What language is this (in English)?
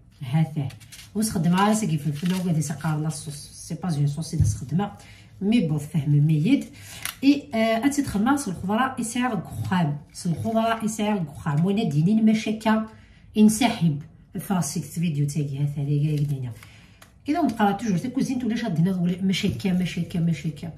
Kabyle